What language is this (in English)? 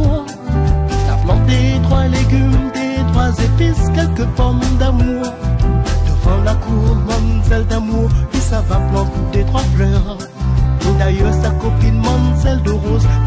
Réunion Creole French